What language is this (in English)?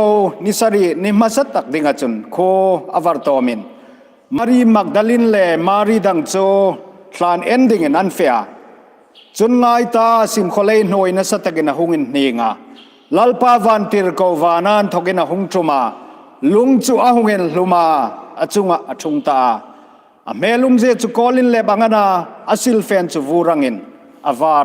Hmar